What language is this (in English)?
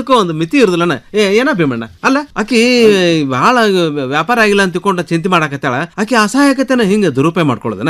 Kannada